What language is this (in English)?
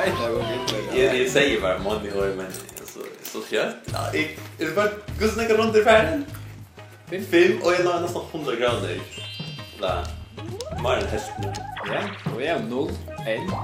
Faroese